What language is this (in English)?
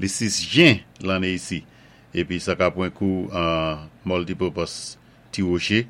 Saint Lucian Creole French